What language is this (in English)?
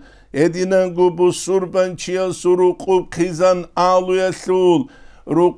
Avaric